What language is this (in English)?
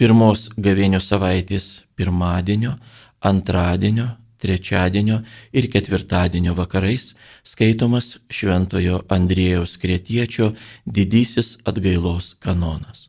Lithuanian